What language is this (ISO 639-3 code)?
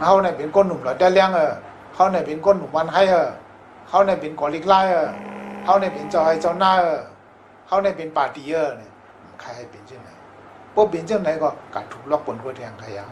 shn